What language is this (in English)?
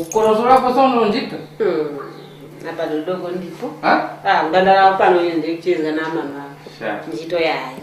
Tumbuka